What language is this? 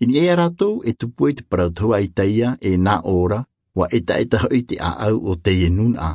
Tahitian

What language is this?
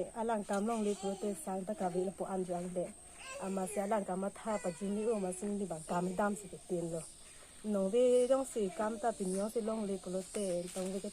Karbi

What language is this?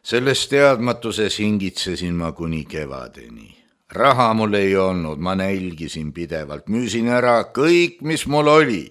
Estonian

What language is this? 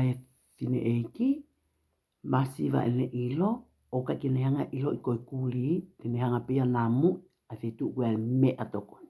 Tongan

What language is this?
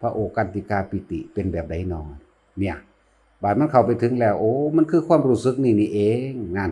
Lao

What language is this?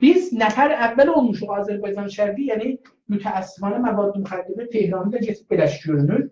South Azerbaijani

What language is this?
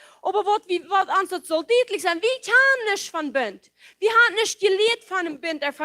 Plautdietsch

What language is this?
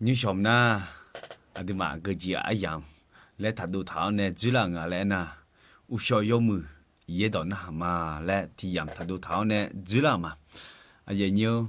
Akha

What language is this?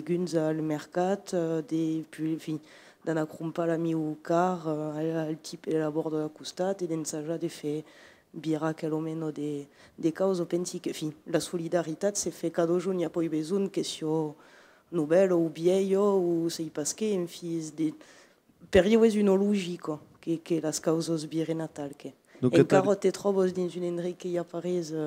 Occitan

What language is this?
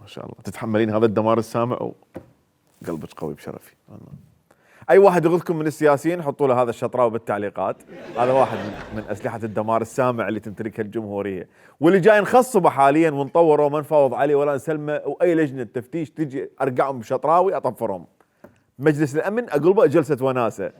Mesopotamian Arabic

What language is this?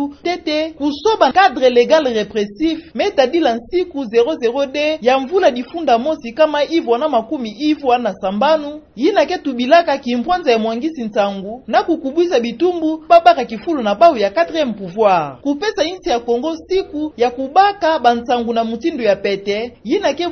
Kituba (Democratic Republic of Congo)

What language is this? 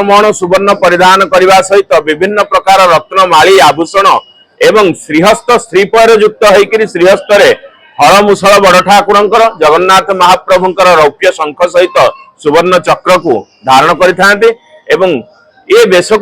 Odia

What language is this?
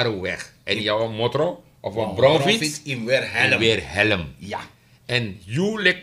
Sranan Tongo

